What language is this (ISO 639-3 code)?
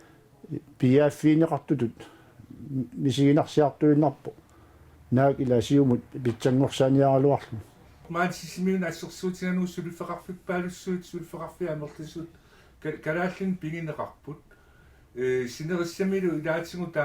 kal